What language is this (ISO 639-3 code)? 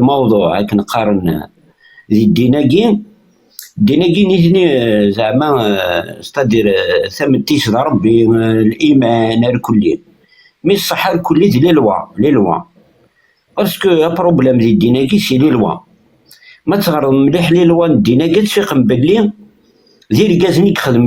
kab